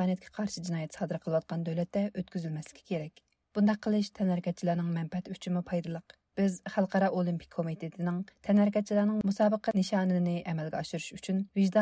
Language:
Uyghur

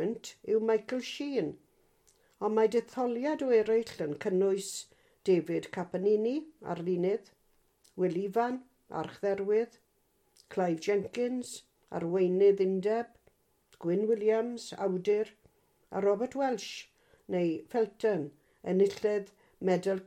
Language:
Welsh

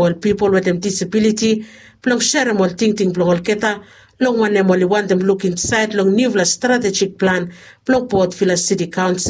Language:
Bislama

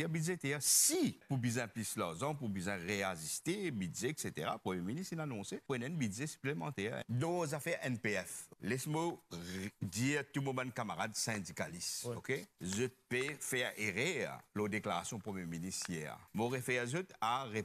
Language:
Morisyen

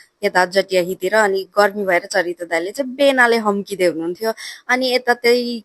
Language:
Nepali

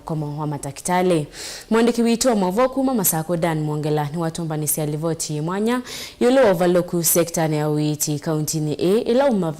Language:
Kamba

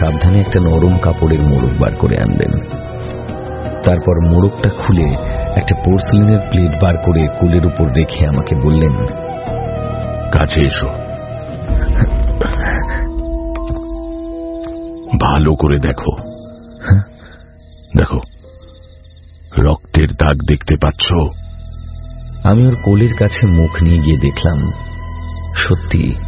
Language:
Bangla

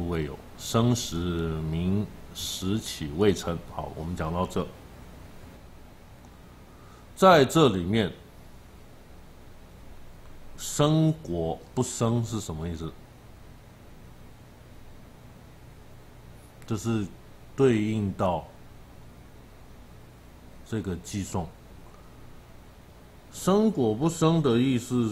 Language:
Chinese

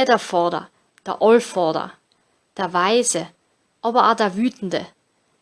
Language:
Bavarian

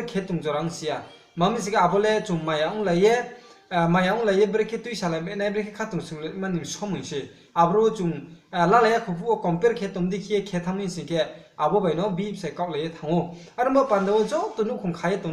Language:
Riang (India)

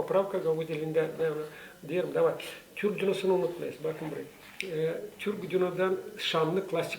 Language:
Gagauz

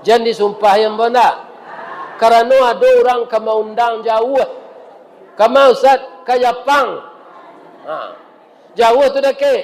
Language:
Minangkabau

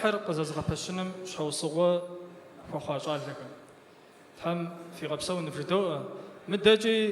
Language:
Kabardian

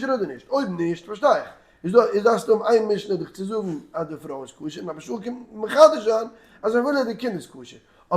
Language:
Yiddish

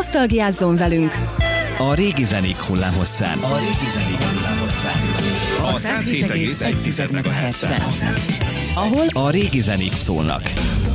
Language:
Hungarian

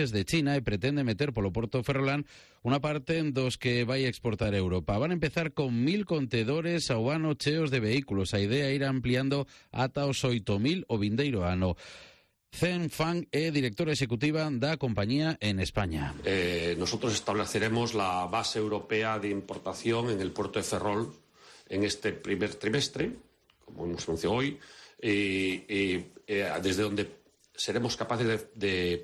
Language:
Galician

